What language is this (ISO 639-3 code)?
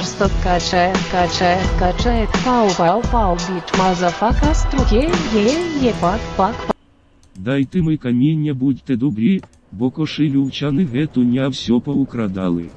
rue